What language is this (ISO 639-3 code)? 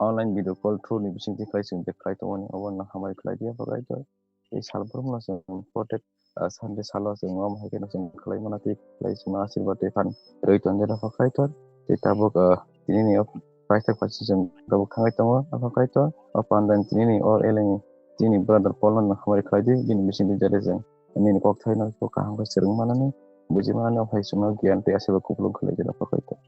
trp